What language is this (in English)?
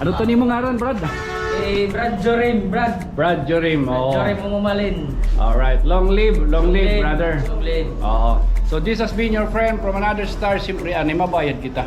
Waray